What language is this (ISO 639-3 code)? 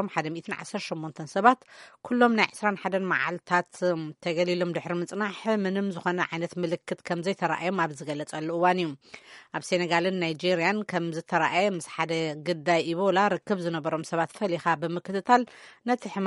tir